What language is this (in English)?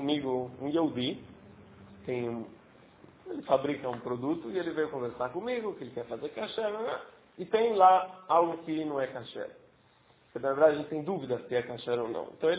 Portuguese